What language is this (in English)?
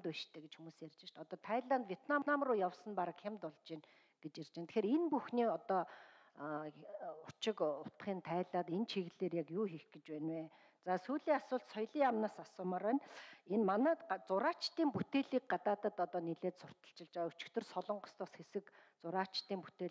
Mongolian